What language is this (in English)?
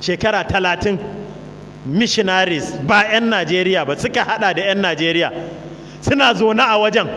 Hausa